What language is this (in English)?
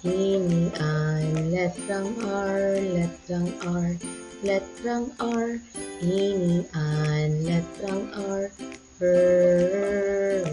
Bikol